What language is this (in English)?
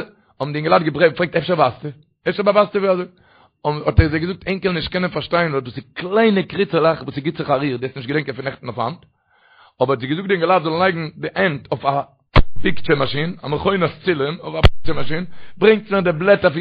Yiddish